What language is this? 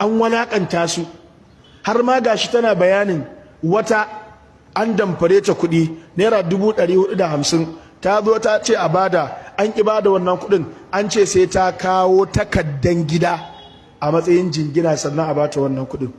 Hausa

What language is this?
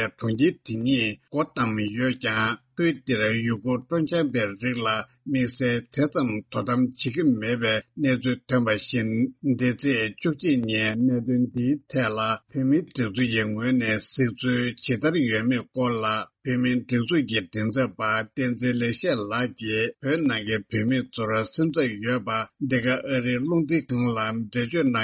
Tibetan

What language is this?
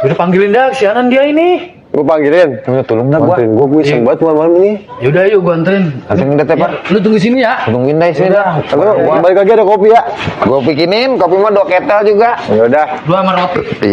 Betawi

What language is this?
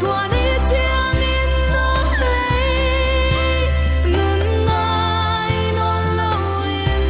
Paite Chin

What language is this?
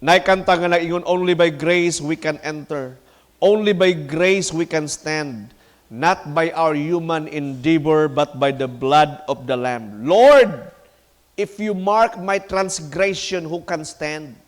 Cebuano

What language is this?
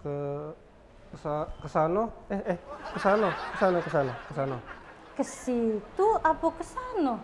Musi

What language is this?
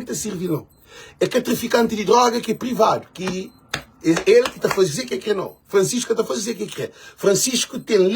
Kabuverdianu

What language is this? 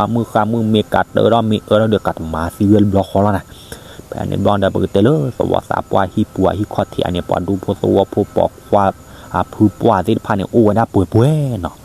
S'gaw Karen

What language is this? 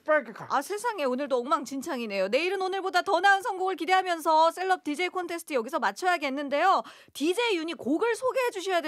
Korean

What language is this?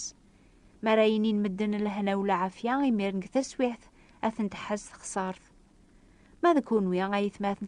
Kabyle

